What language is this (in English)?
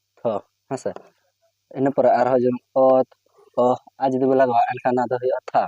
Santali